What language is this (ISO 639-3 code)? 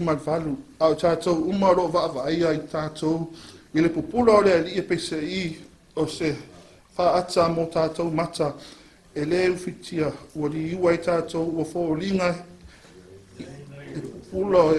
smo